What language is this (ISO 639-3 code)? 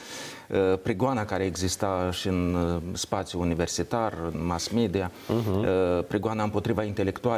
ron